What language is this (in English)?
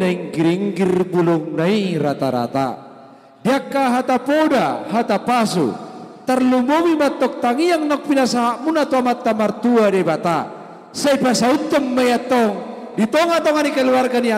Batak Toba